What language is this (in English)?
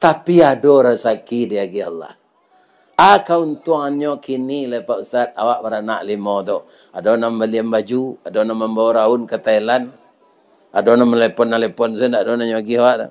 Minangkabau